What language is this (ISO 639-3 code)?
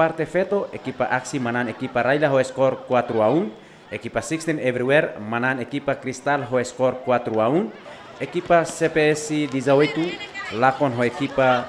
tet